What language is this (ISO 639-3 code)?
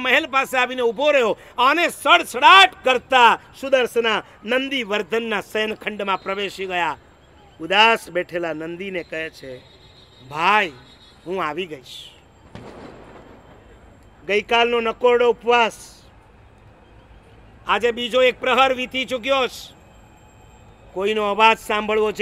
guj